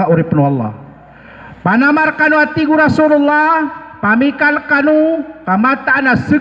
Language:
Maranao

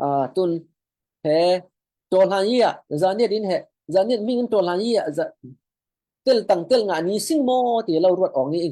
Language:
Falam Chin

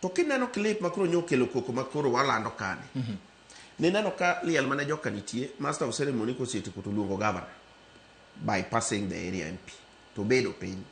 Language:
Luo (Kenya and Tanzania)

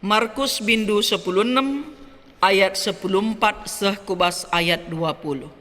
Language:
Batak Karo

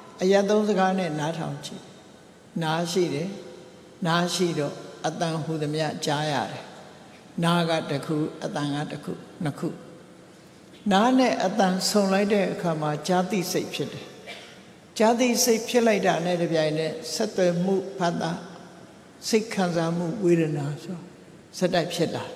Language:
Burmese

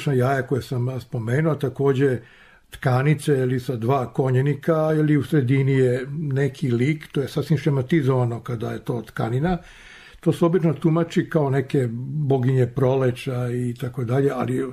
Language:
Serbian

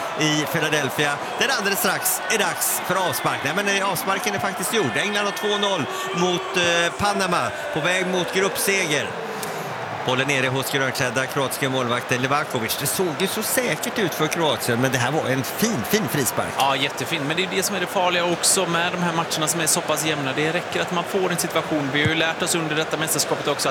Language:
Swedish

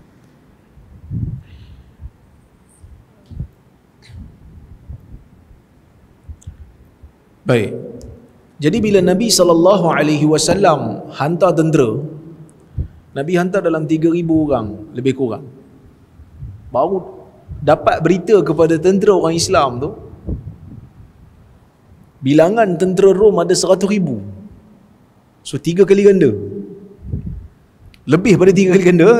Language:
Malay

